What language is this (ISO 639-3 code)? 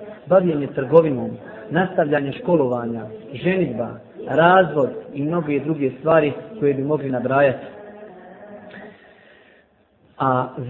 bos